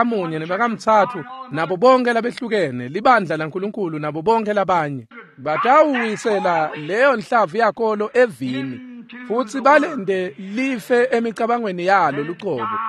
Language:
Swati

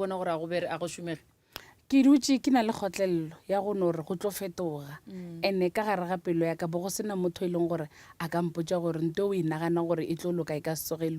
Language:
Northern Sotho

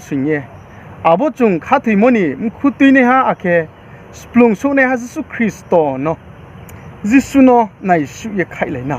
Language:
Riang (India)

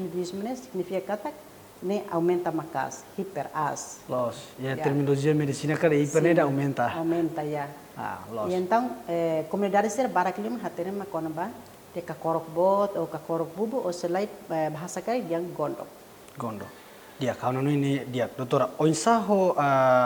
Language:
Tetum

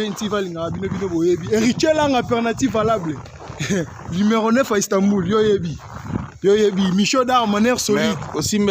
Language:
Lingala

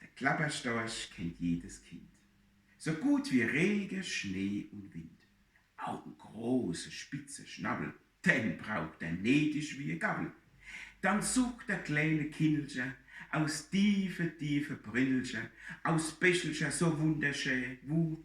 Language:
Palatine German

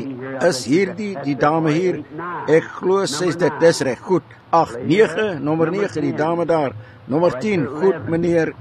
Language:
Afrikaans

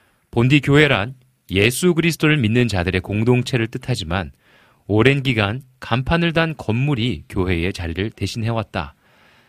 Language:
Korean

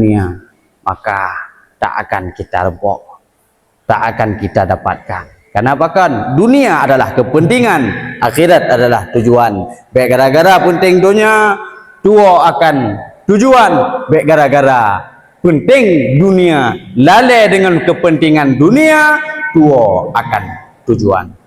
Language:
Achinese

